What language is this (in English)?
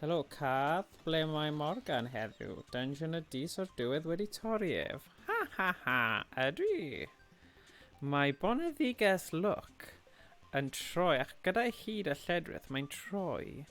Welsh